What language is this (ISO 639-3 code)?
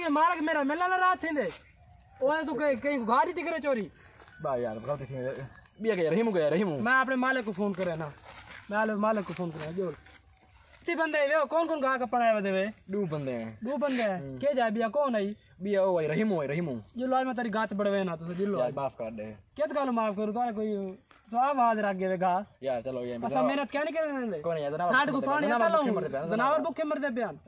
skr